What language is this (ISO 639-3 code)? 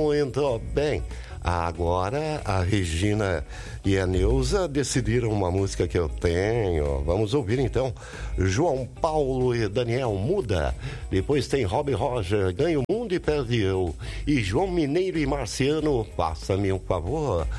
por